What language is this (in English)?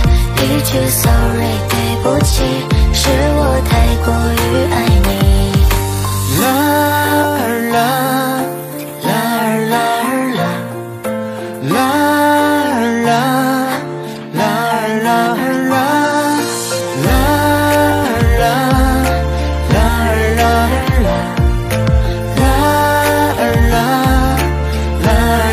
Chinese